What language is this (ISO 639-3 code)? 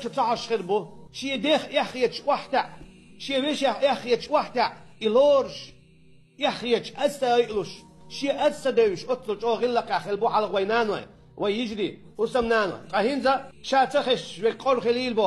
che